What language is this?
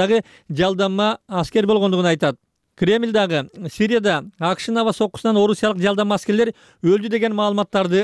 Kyrgyz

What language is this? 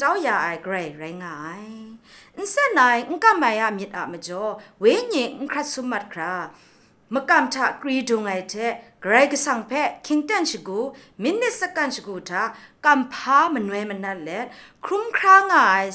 Kachin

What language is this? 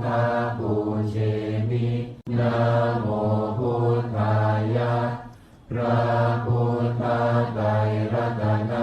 Pali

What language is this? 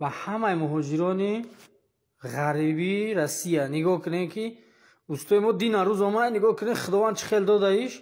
Tajik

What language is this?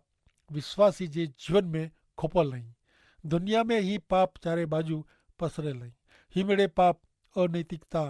Kachhi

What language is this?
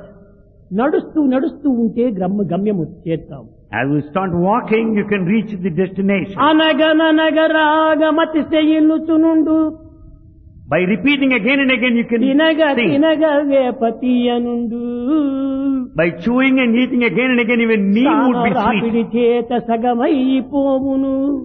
Telugu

